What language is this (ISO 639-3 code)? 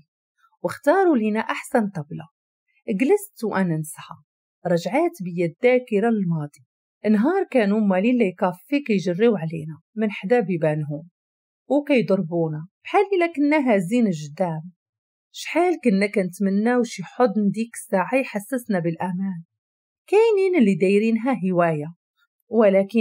ary